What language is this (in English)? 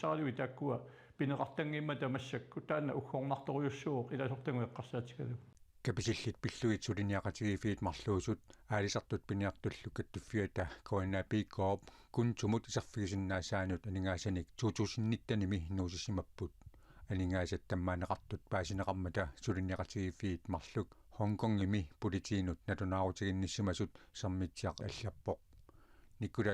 Kalaallisut